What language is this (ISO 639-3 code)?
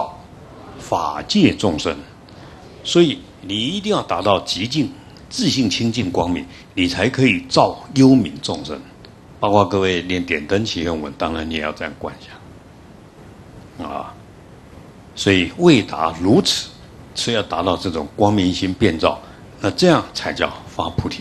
zho